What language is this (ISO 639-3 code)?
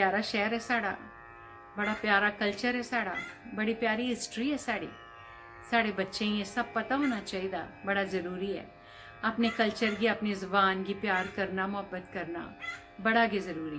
doi